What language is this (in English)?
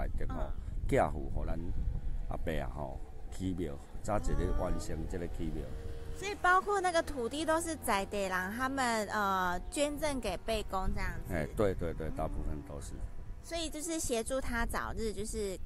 Chinese